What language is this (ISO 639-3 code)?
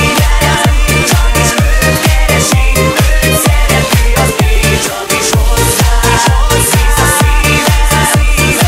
hun